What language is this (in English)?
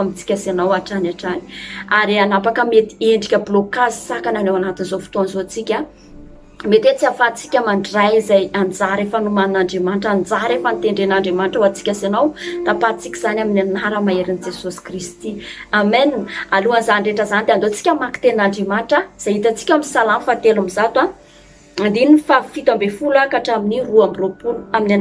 Malagasy